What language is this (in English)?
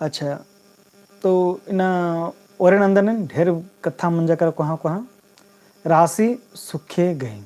Kurukh